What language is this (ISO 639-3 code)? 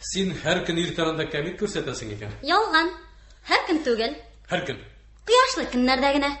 tat